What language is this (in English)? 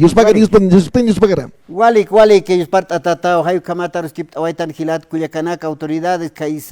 Aymara